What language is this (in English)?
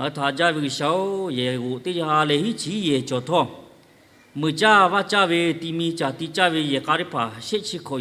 Lahu